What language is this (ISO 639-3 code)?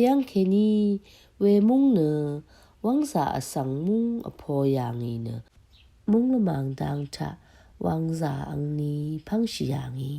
raw